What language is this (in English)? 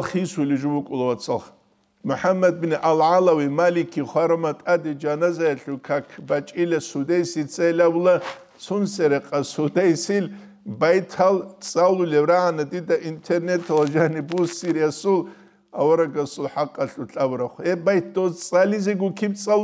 Avaric